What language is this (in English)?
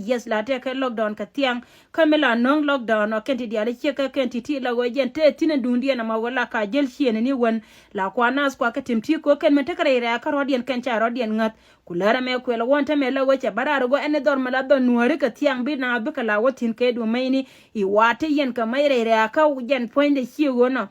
Nuer